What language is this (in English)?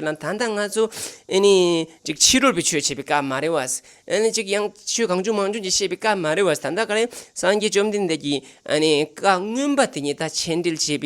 Tibetan